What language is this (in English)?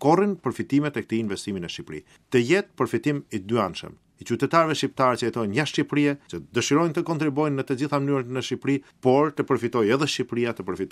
Albanian